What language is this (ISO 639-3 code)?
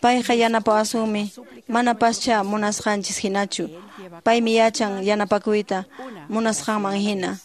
que